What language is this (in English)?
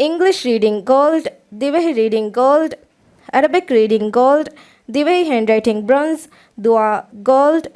Divehi